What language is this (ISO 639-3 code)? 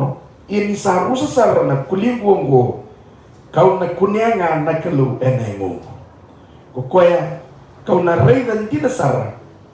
fij